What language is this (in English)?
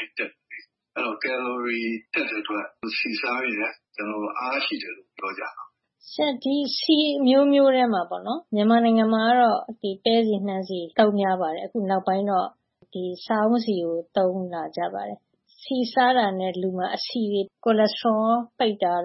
Burmese